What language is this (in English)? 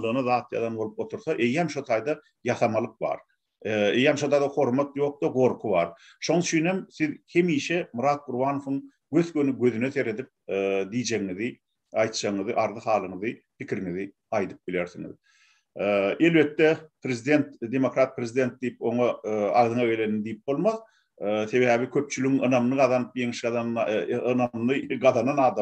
Turkmen